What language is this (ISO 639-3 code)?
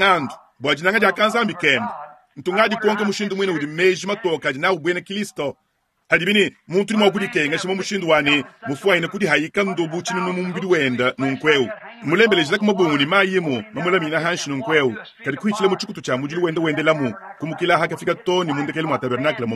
lua